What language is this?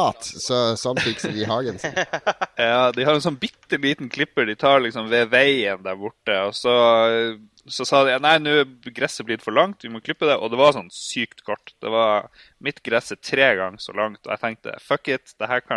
Norwegian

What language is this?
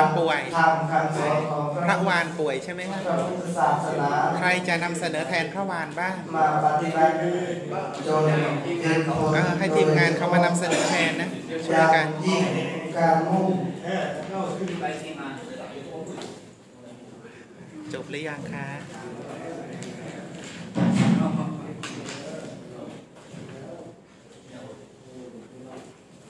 Thai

